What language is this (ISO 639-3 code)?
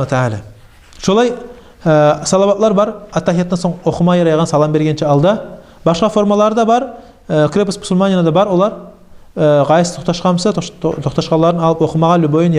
kum